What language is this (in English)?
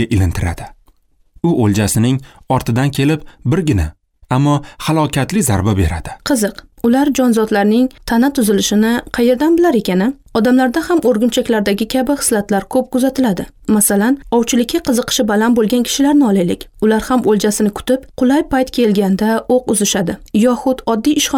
Uzbek